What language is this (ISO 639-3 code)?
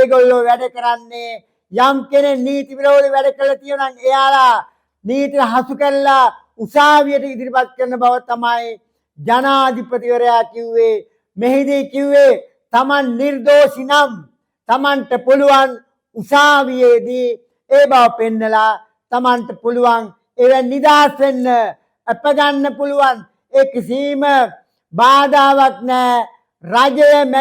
sin